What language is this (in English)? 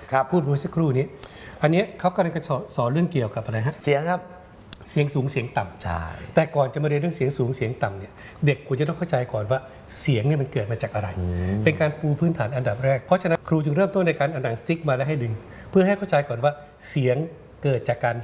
Thai